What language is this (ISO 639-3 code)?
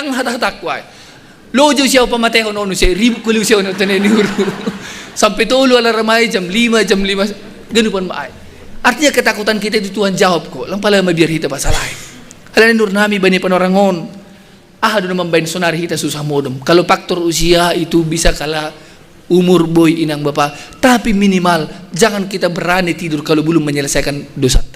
bts